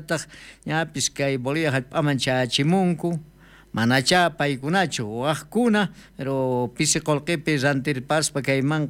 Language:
South Bolivian Quechua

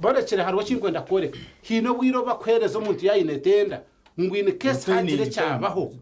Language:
Nyankole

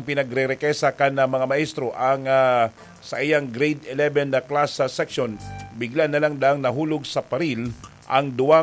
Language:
Bikol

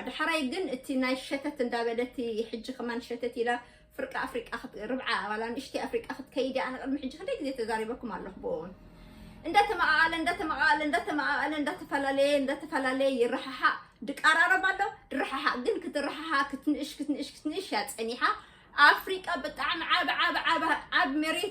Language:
Tigrinya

